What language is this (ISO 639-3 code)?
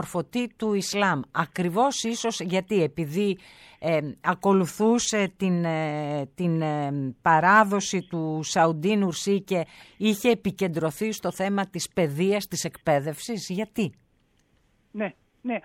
ell